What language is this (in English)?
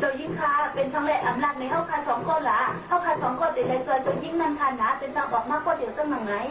Shan